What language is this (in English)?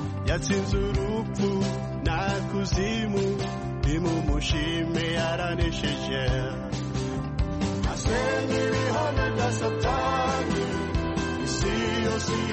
Kinyarwanda